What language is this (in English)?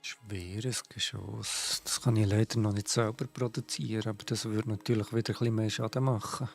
Swiss German